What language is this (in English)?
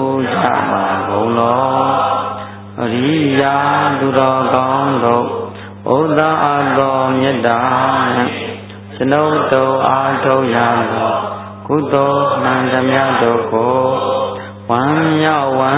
Burmese